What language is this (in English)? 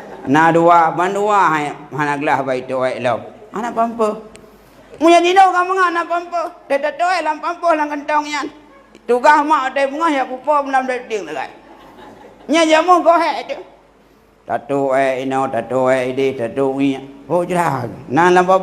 Achinese